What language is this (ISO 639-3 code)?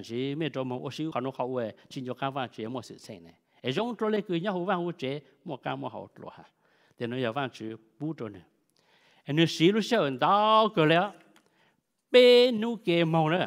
vie